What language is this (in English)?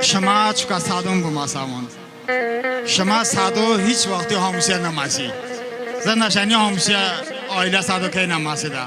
Talysh